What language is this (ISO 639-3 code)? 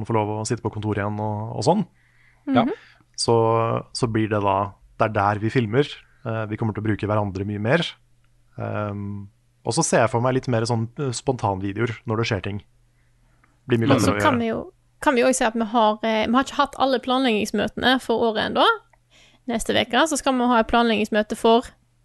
nor